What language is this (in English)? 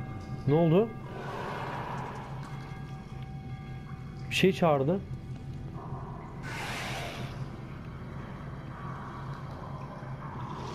Turkish